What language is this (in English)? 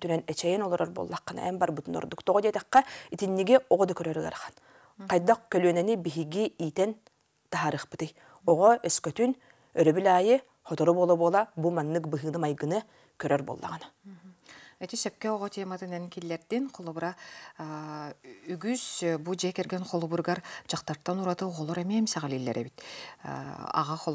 Yakut